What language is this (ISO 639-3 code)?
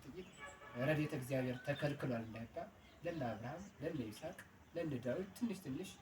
amh